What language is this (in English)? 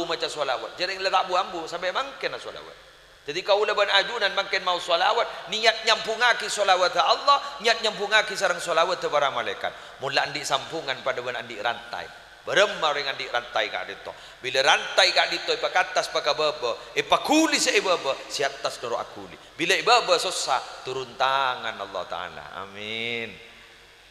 Madurese